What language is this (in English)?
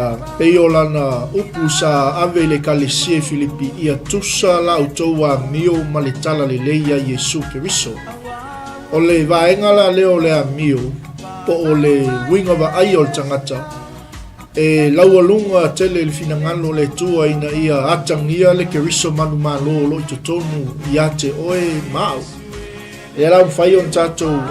Samoan